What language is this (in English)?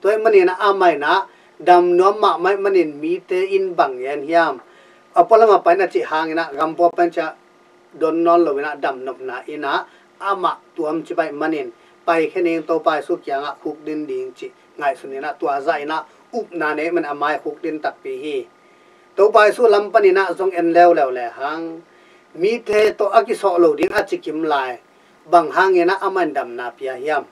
Tedim Chin